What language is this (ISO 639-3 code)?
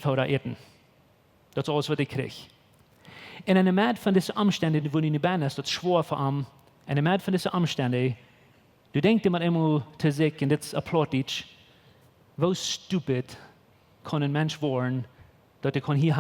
pdt